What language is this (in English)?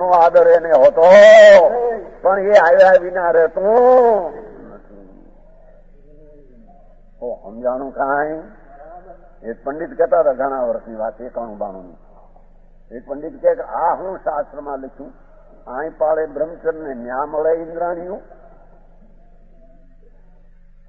Gujarati